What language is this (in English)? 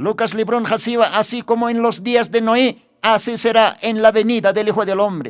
Aymara